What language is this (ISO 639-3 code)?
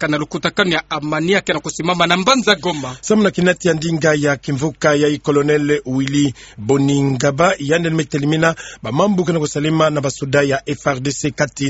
ktu